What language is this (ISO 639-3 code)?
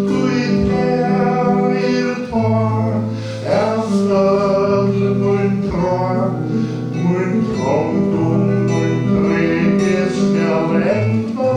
fao